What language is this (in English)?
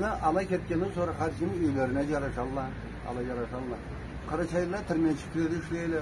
Karachay-Balkar